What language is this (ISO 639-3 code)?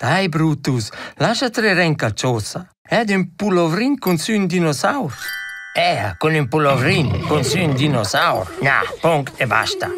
roh